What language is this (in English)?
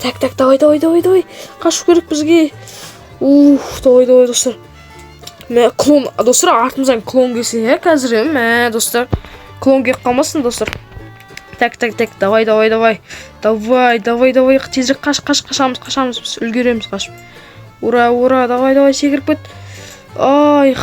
Kazakh